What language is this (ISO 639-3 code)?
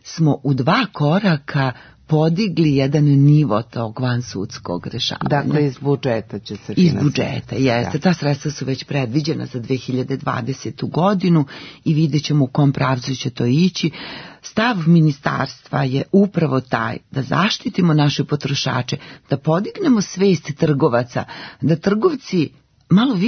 srp